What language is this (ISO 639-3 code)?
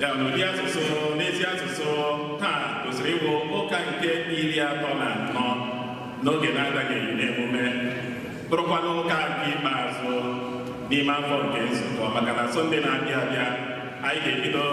ibo